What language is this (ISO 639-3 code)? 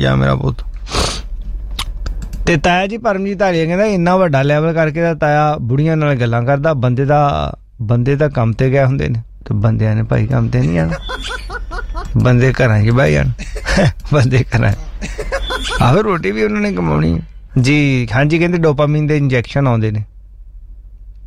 pan